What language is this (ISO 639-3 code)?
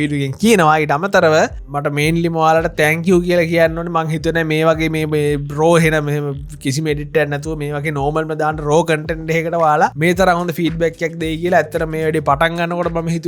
sin